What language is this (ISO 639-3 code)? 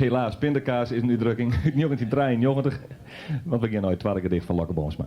fry